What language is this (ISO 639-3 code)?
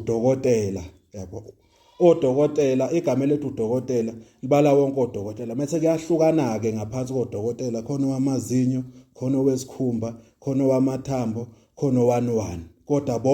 zul